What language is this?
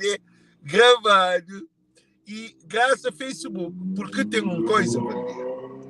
Kabuverdianu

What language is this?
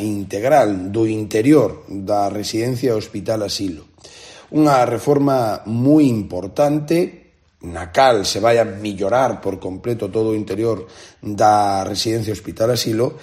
Galician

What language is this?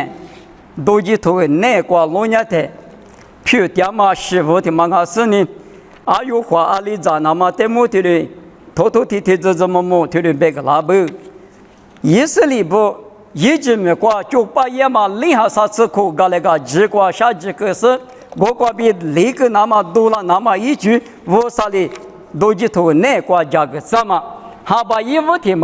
Lisu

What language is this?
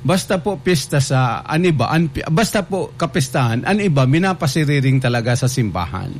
Bikol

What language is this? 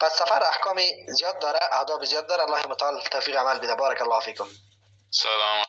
Persian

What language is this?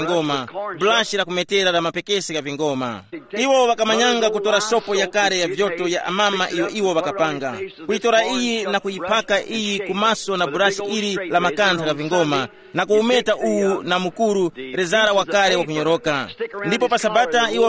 Tumbuka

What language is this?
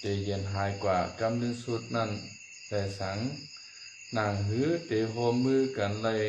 Shan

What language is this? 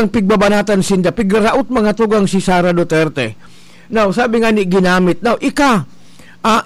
Bikol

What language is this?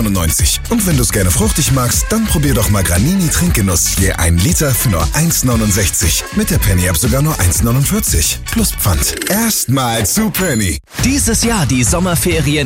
German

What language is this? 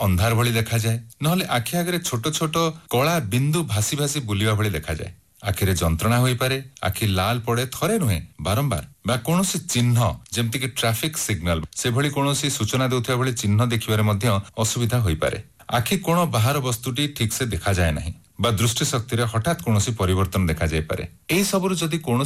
Odia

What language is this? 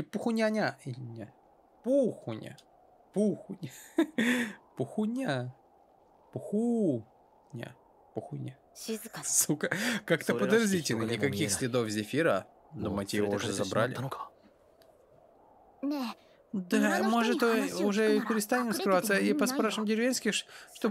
Russian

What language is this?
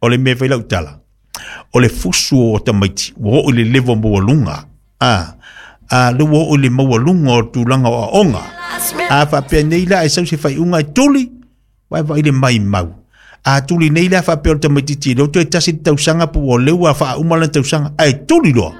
Samoan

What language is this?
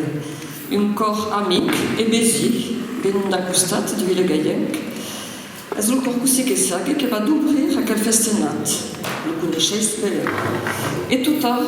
Occitan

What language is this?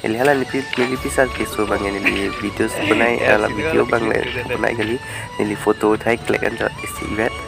Karbi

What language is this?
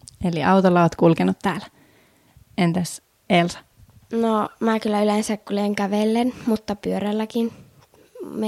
Finnish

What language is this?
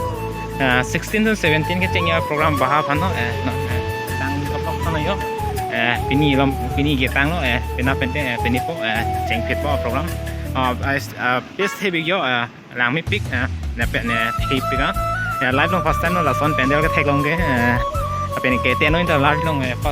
Karbi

